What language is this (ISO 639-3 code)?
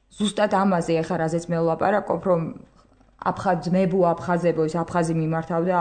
kat